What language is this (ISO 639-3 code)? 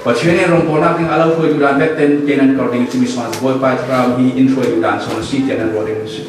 cfm